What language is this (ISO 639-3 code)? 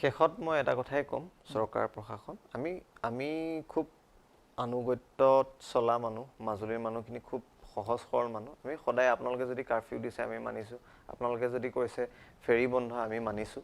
asm